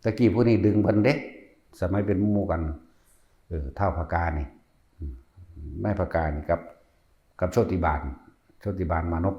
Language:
Northeastern Thai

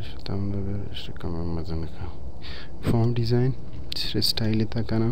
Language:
Baluchi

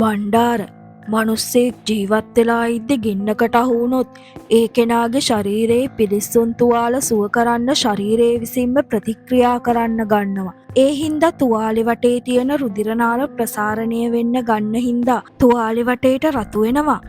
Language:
Sinhala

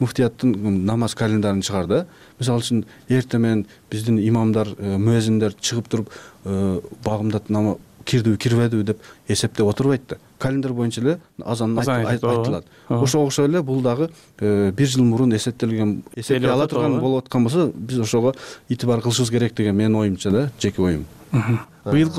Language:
Kyrgyz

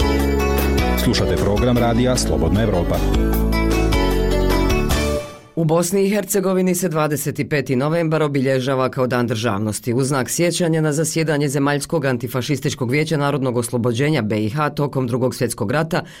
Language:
Bosnian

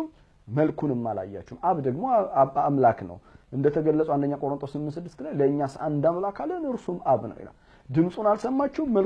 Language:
Amharic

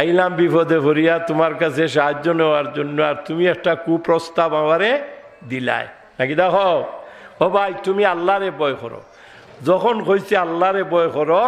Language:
Sylheti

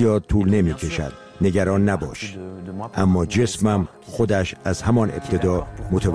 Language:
Persian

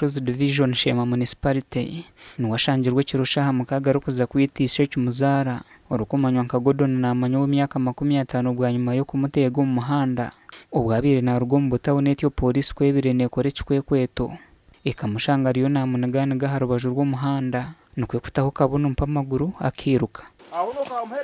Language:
Nyankole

